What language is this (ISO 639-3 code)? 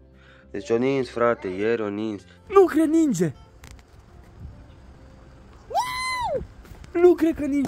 ron